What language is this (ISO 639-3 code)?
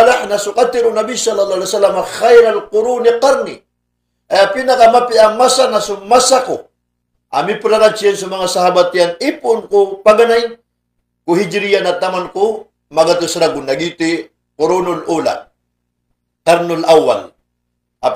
mrw